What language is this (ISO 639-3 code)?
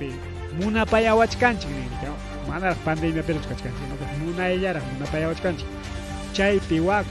quy